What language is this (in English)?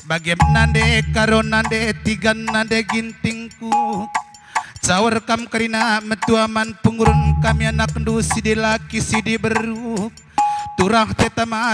Batak Karo